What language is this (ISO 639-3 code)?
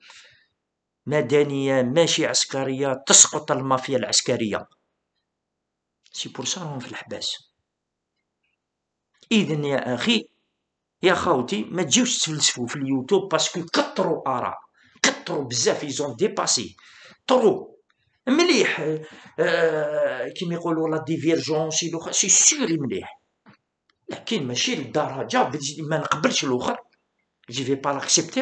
arq